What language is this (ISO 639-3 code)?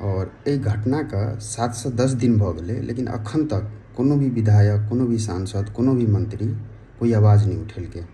mai